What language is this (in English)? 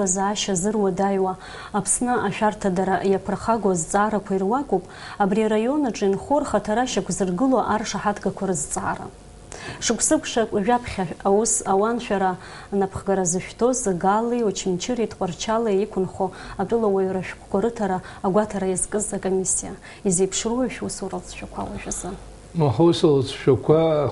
Abkhazian